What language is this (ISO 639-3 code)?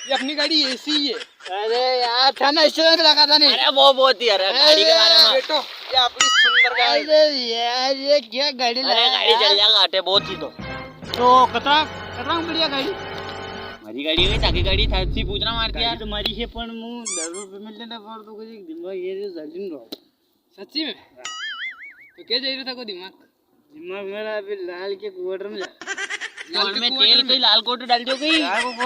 raj